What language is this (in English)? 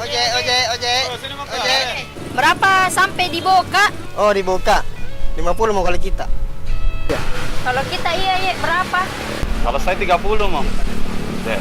Makassar Malay